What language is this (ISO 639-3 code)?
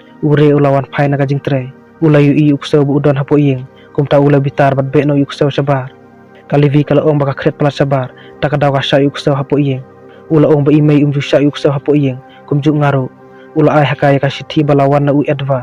kha